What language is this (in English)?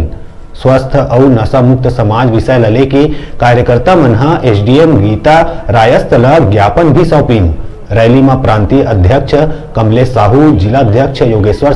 Chhattisgarhi